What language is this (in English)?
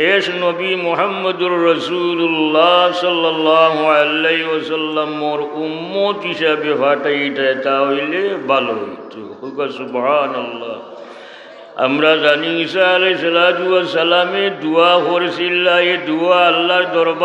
Sylheti